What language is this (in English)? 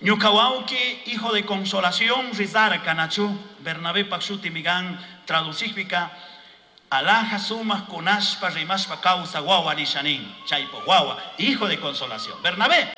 Chimborazo Highland Quichua